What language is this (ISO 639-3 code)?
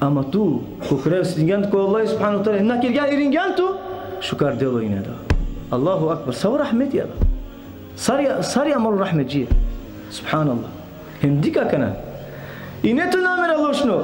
rmn